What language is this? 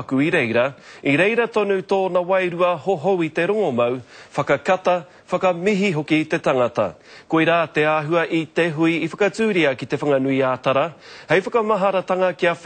Māori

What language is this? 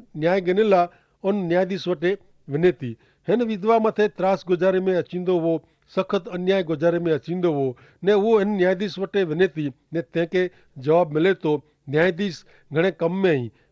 Kachhi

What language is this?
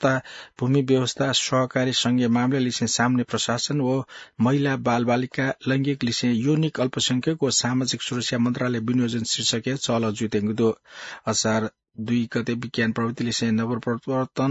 Newari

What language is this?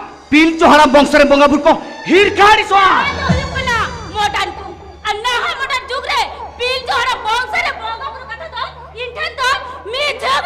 Santali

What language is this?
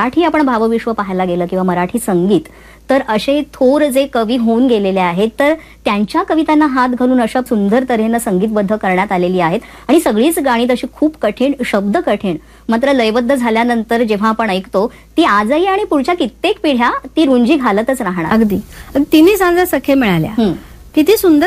Marathi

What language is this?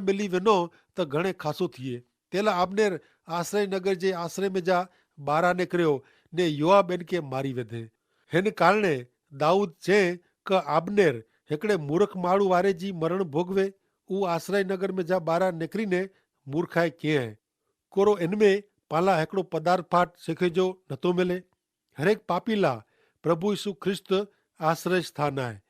Kachhi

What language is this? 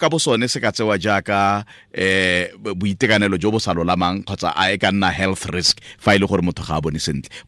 Tswana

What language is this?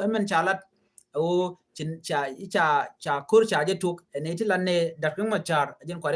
Nuer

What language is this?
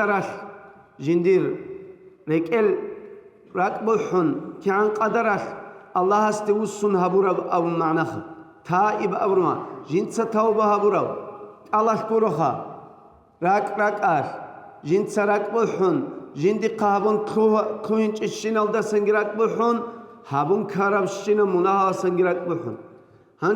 Avaric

